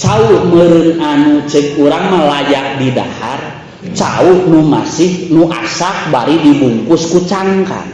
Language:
Sundanese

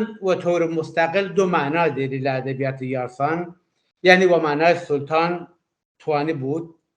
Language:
Kurdish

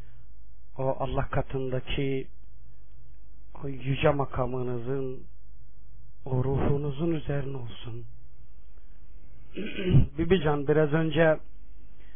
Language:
Turkish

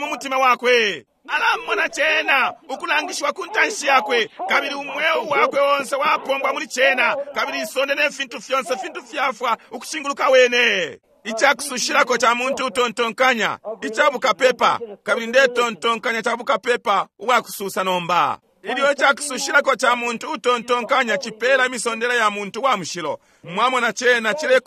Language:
Bemba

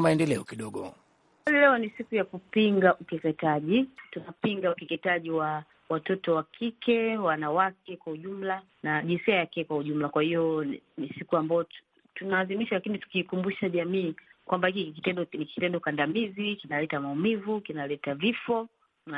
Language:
Swahili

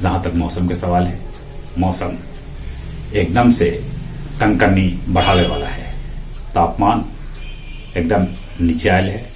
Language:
Magahi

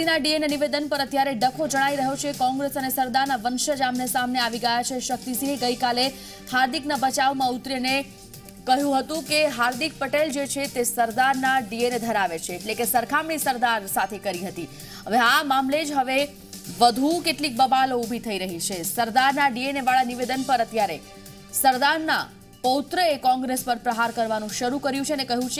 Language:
Gujarati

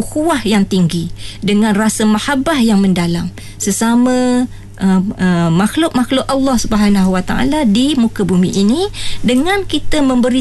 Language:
Malay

